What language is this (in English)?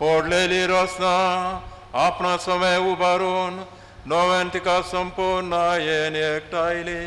Konkani